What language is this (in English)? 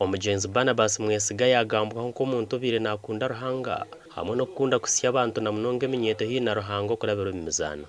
Nyankole